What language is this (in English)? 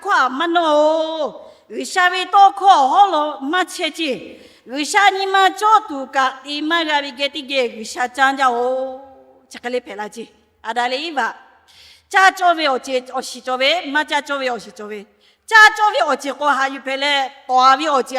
Lahu